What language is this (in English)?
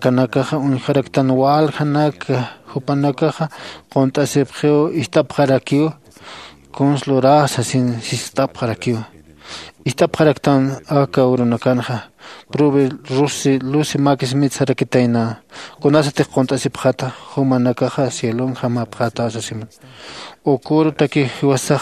Aymara